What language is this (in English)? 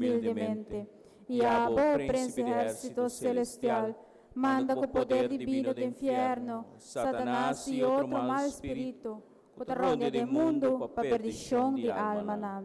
Papiamento